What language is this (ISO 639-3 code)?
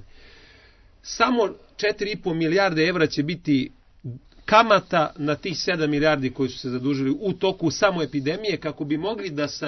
srp